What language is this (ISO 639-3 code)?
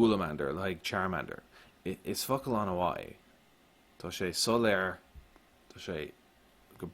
gle